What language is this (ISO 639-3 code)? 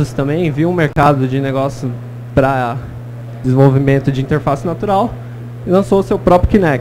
por